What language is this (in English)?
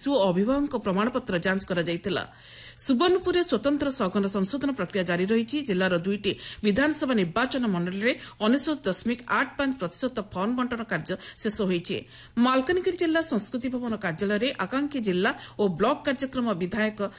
Odia